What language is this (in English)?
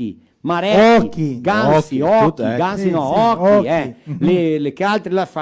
Venetian